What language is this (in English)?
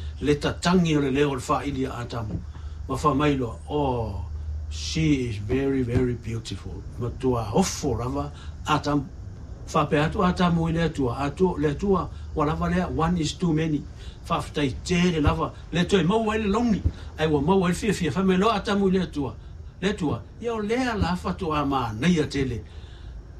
Samoan